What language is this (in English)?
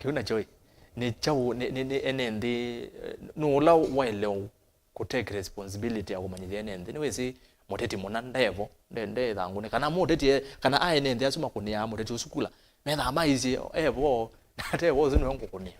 Kamba